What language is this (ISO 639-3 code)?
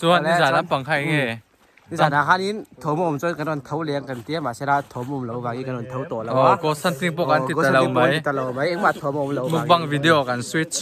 lus